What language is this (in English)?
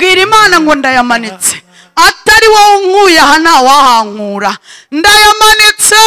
Kinyarwanda